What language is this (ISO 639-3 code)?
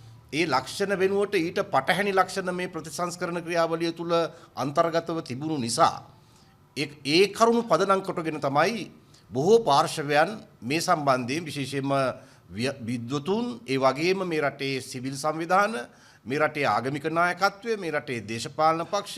sin